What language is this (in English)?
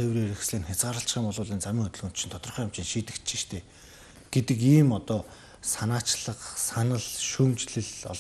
Mongolian